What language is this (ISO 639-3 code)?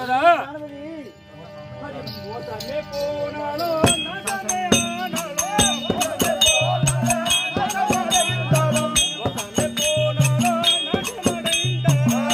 tam